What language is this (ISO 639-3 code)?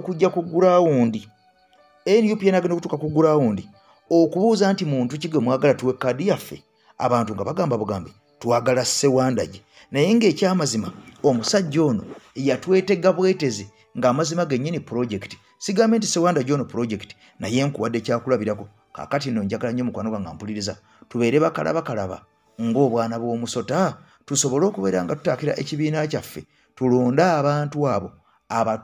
lug